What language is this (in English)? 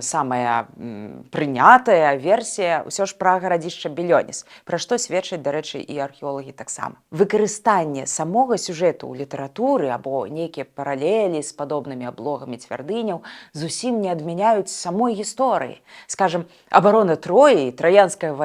Belarusian